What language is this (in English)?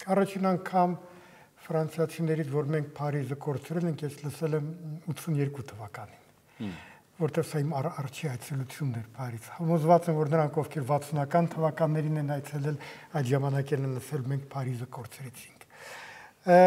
Armenian